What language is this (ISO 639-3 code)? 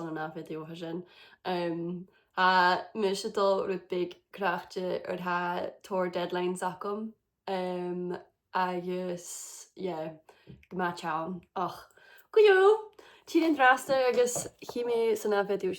gla